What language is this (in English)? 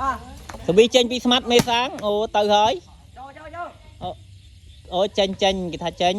Khmer